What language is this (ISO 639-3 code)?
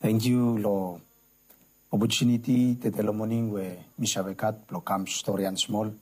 bis